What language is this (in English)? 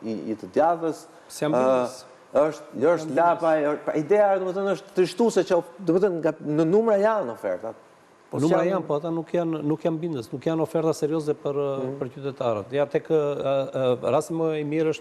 Albanian